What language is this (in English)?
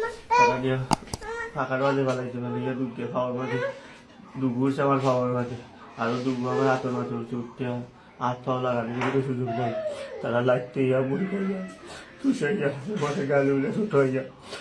Sylheti